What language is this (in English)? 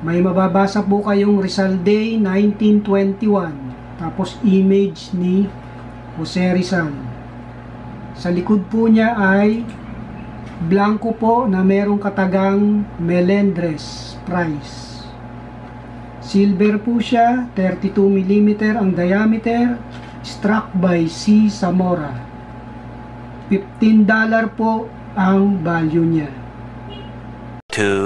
Filipino